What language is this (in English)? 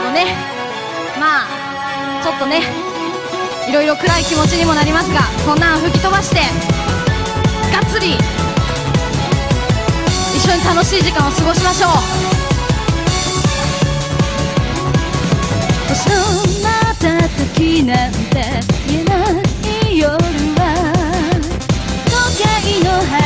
Japanese